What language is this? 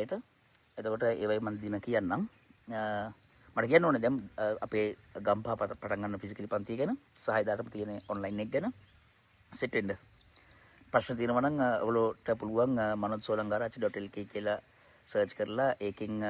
Sinhala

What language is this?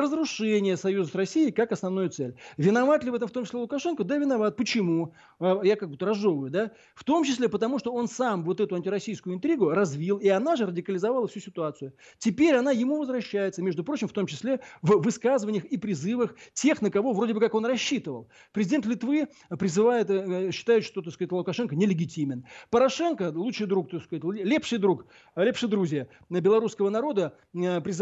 Russian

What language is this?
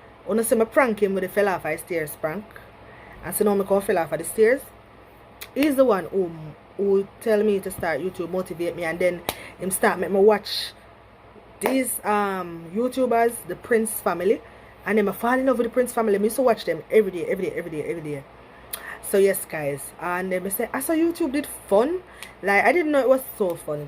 Jamaican Creole English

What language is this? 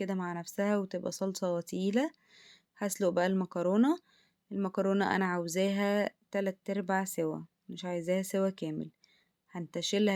Egyptian Arabic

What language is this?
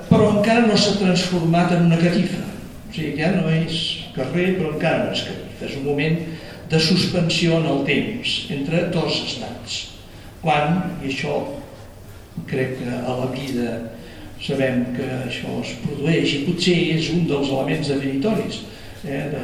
Catalan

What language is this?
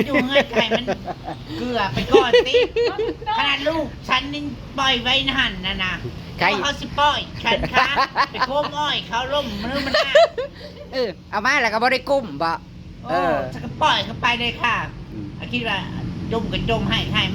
Northeastern Thai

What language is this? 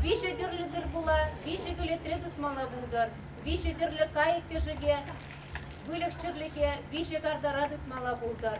Chuvash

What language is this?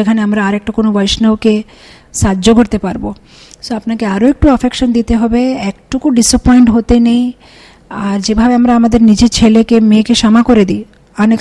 Bangla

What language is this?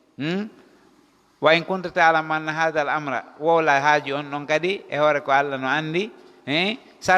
Fula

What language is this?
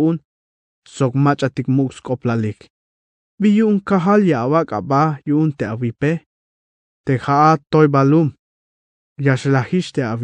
Tzeltal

